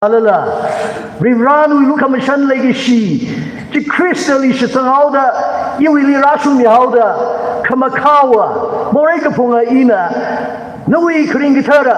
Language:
Tangkhul Naga (India)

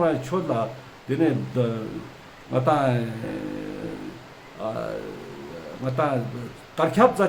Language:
Ladakhi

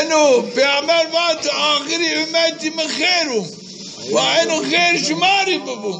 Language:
Zaza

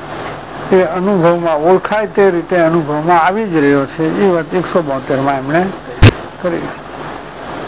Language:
Gujarati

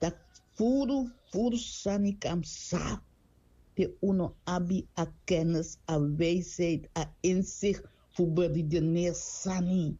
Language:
Sranan Tongo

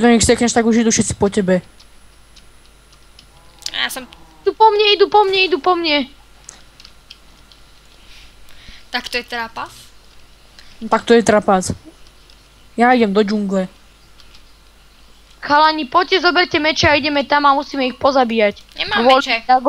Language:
Slovak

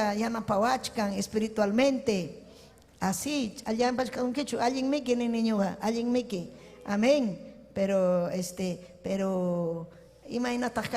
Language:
Ayacucho Quechua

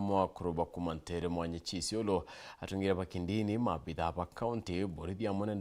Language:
Meru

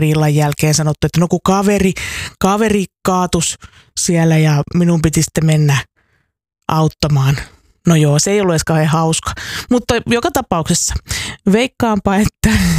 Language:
Finnish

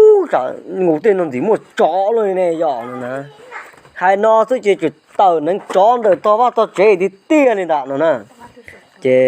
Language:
Hmong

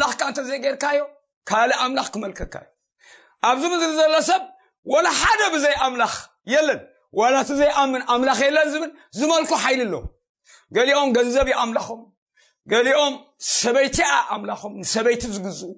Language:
Tigrinya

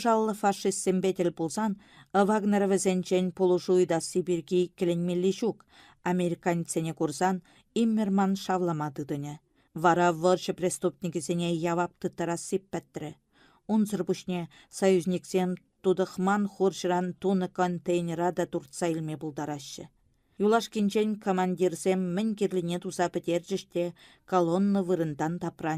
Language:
Chuvash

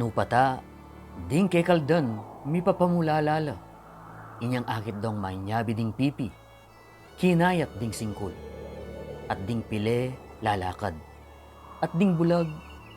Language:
Pampanga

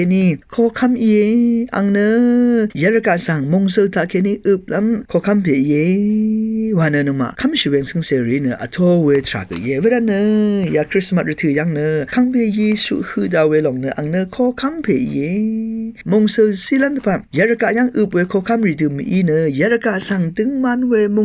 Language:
Rawang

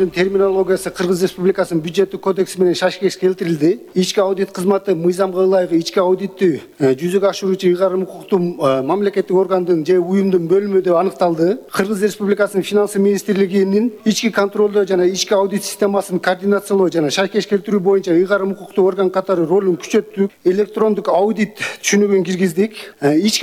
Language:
Kyrgyz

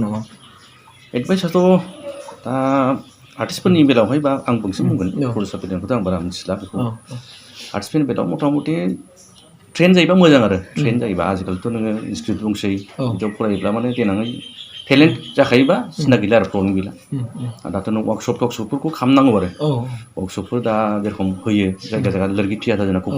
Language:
Bodo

